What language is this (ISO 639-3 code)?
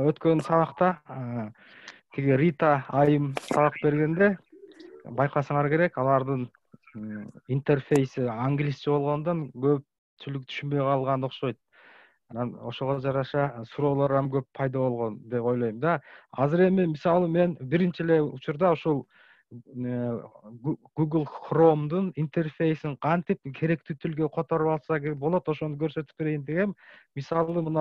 kir